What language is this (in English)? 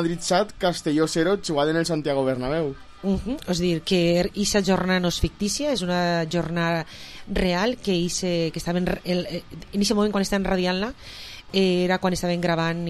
Catalan